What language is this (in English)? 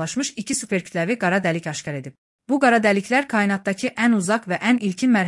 Azerbaijani